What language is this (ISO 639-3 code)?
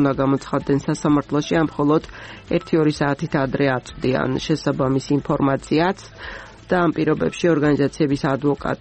kat